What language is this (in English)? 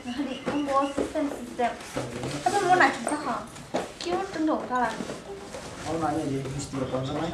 Kok Borok